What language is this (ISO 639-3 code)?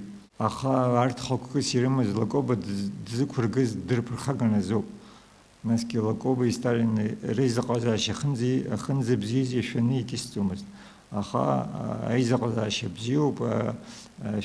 abk